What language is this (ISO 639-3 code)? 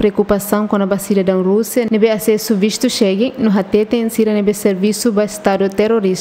tet